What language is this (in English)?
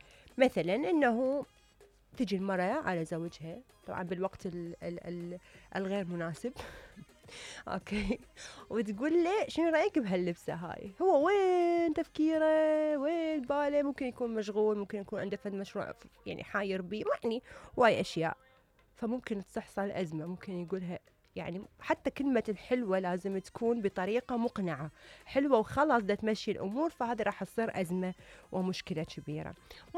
Mesopotamian Arabic